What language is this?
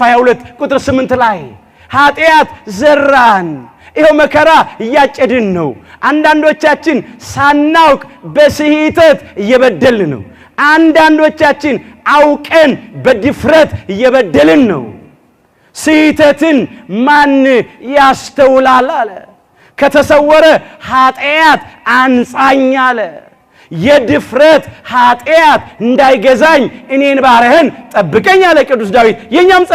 Amharic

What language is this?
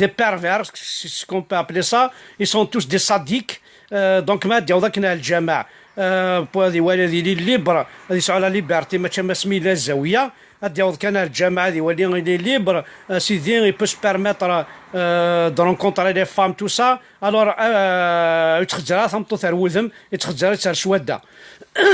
Kabyle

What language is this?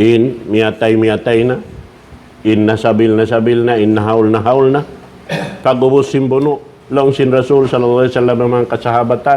Tausug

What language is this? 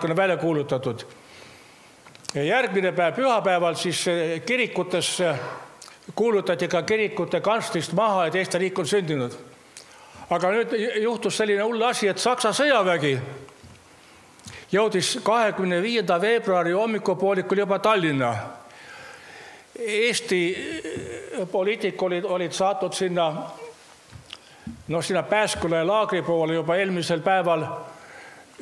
Estonian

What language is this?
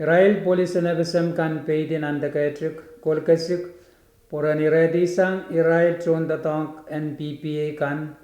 Pohnpeian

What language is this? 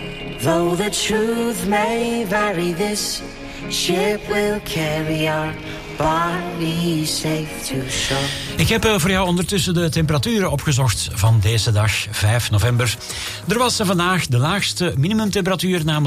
Dutch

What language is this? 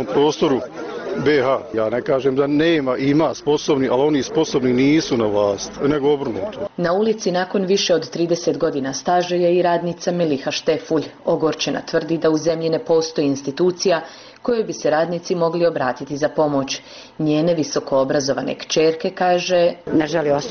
Bosnian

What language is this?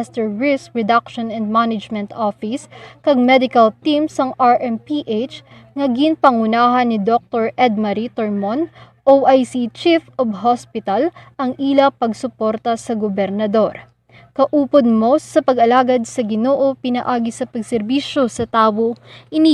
Hiligaynon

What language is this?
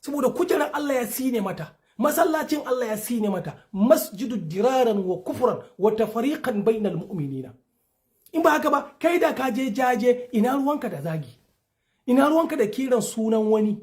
Hausa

